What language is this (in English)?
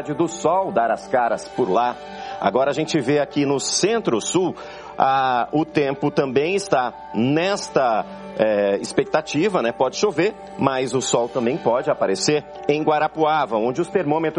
Portuguese